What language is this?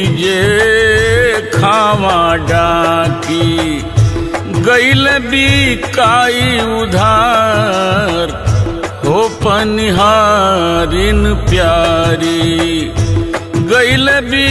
Bhojpuri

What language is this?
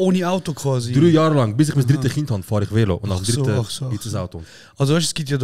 Swiss German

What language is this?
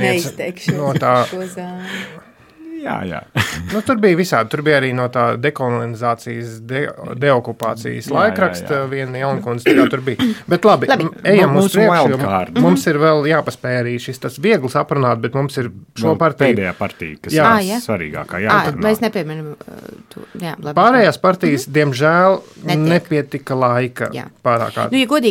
Latvian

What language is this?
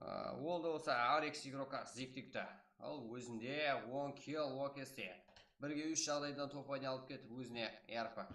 Kara-Kalpak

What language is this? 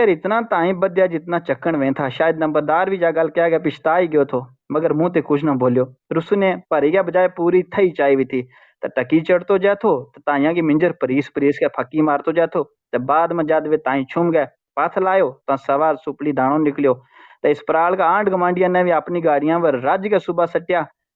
Gujari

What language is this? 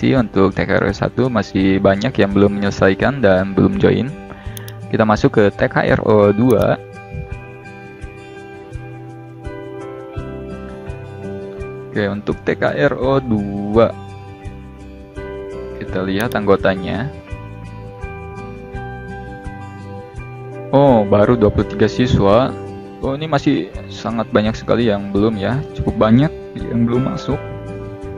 Indonesian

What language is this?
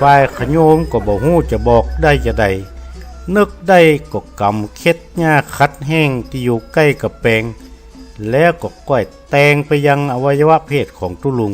Northern Thai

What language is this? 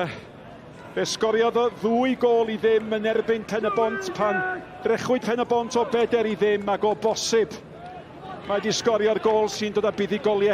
Welsh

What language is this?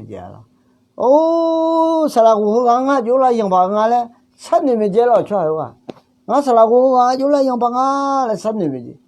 Akha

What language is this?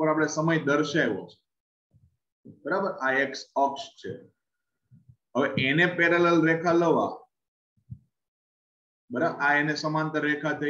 Gujarati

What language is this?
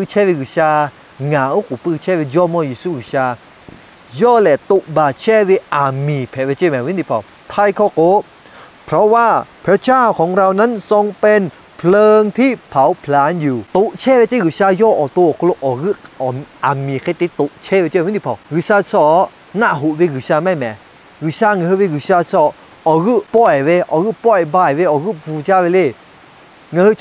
Lahu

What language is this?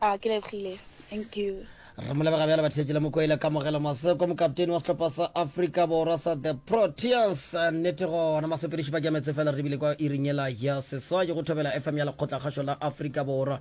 Northern Sotho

